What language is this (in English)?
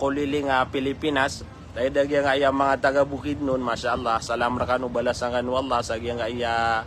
Maranao